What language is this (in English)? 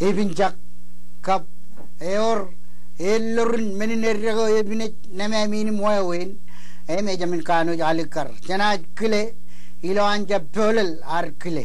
Marshallese